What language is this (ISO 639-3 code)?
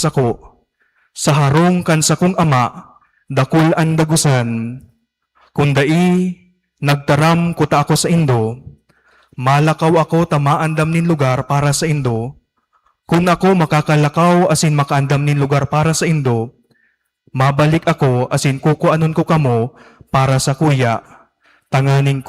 bik